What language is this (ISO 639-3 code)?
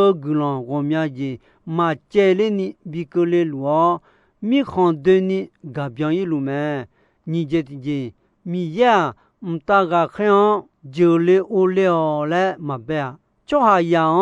ahk